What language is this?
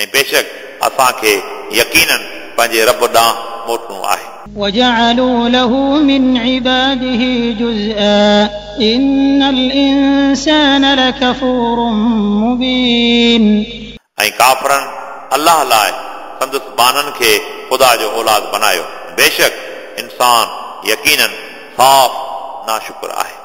Sindhi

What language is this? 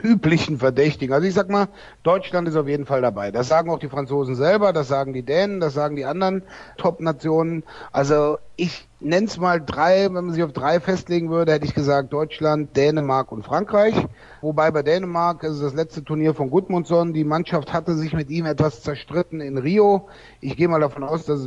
German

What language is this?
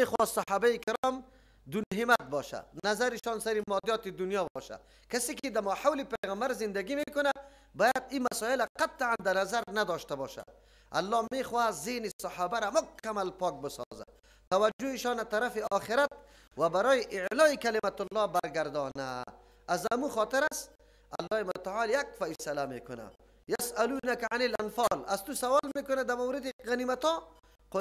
Persian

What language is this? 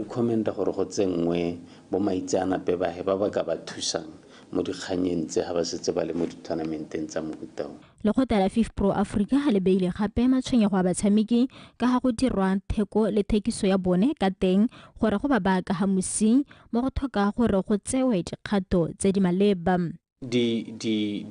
Tswana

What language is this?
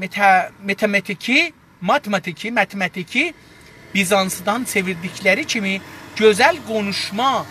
South Azerbaijani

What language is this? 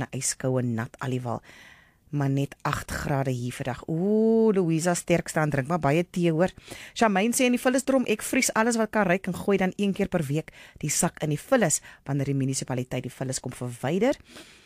Afrikaans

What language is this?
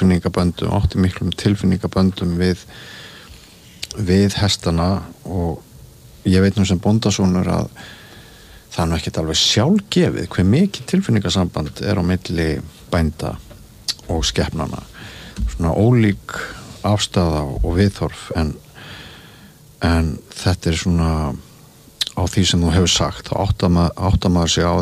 Icelandic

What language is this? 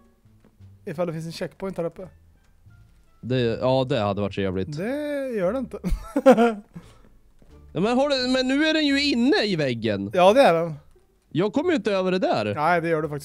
Swedish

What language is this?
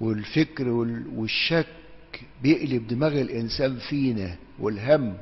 Egyptian Arabic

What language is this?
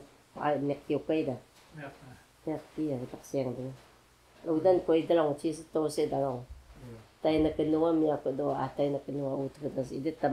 Taroko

